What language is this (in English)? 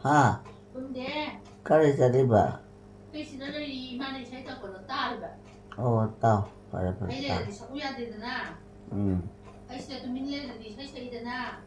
Manipuri